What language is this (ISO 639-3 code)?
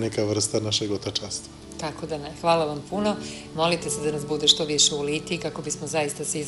srp